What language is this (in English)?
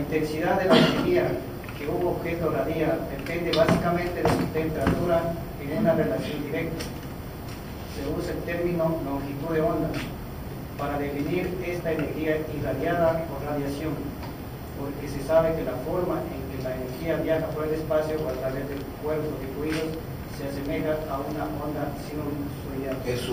Spanish